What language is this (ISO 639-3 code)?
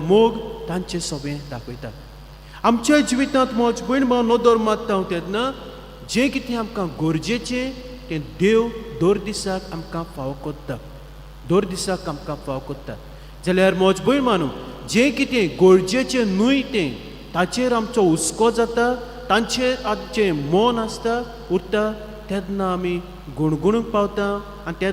kok